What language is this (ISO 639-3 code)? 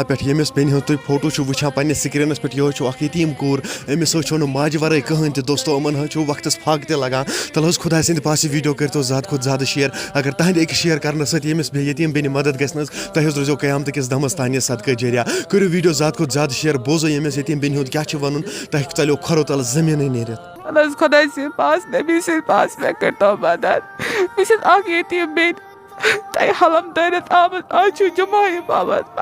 kas